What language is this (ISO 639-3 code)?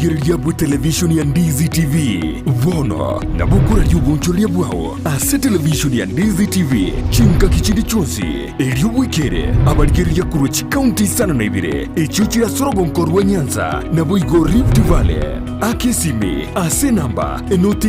guz